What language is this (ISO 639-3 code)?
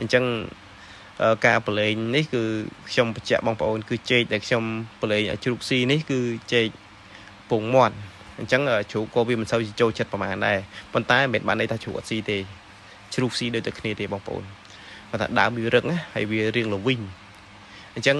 khm